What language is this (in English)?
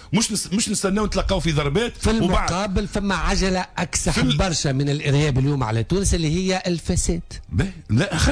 Tunisian Arabic